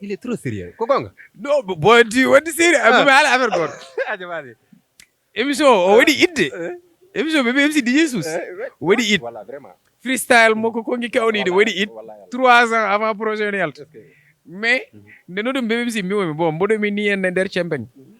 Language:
Fula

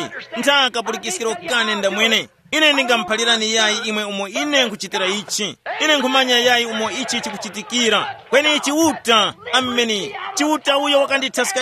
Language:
Tumbuka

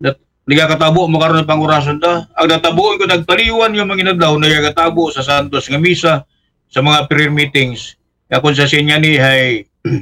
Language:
Aklanon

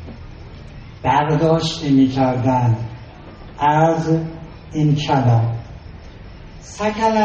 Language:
Persian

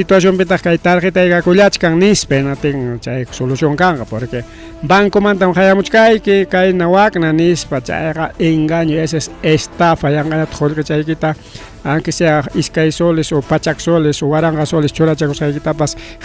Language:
Ayacucho Quechua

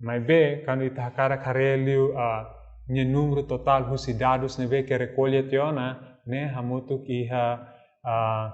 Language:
Tetum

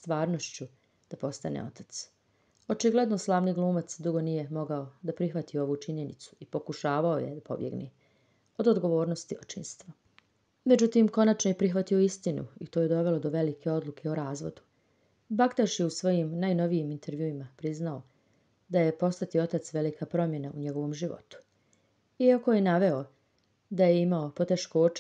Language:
Bosnian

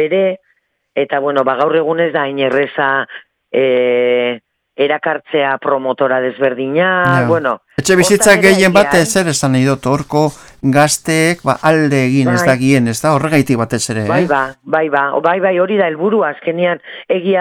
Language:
Basque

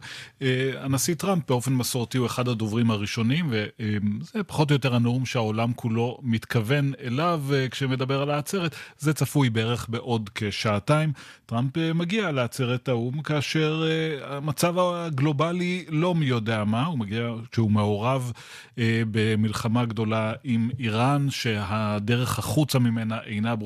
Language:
Hebrew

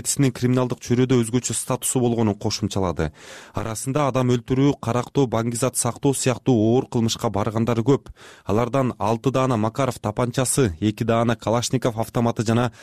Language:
Kyrgyz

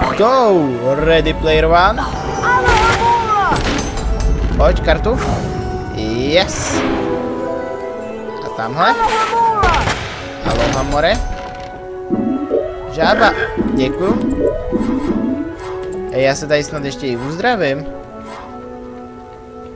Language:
Czech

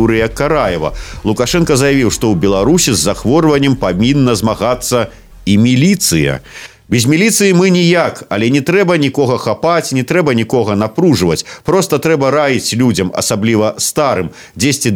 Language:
Belarusian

